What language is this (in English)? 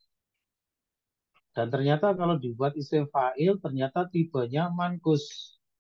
Indonesian